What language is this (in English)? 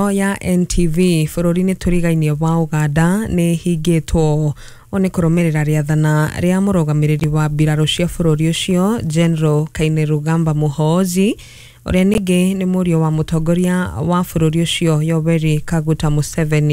Kikuyu